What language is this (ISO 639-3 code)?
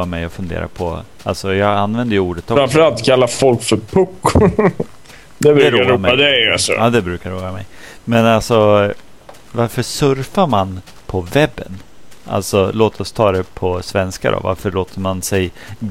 swe